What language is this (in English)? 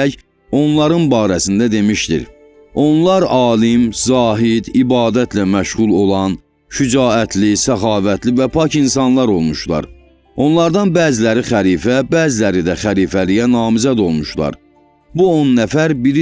Azerbaijani